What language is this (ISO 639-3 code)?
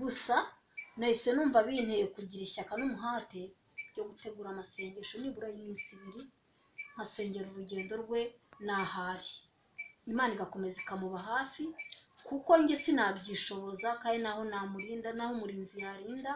kin